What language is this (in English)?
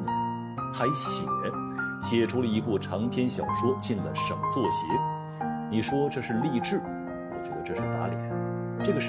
Chinese